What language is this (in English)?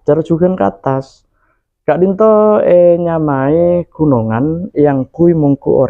Madurese